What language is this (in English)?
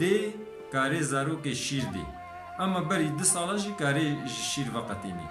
Kurdish